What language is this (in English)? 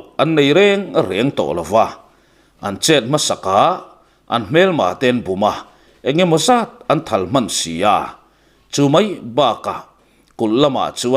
Mizo